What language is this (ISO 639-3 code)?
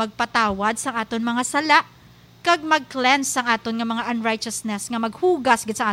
hil